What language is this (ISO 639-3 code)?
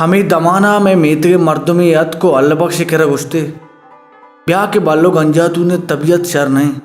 bal